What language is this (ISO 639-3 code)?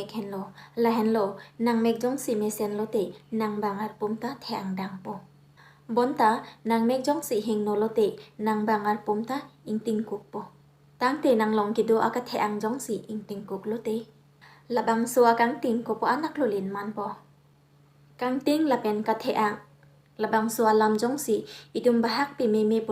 mjw